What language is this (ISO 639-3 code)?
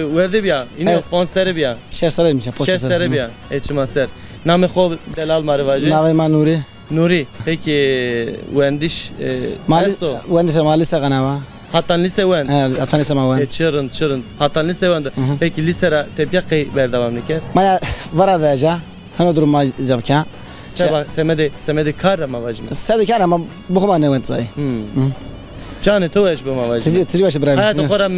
zza